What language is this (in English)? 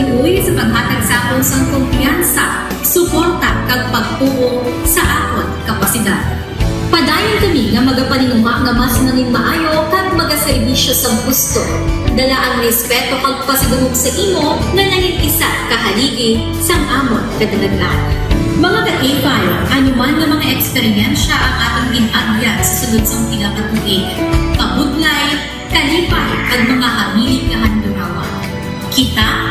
Hiligaynon